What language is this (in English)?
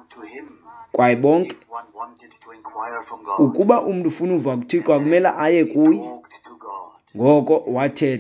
Xhosa